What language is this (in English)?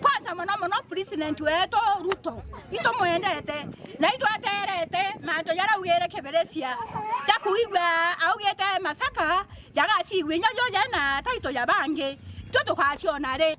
Meru